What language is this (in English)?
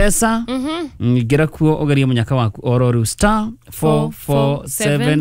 Kikuyu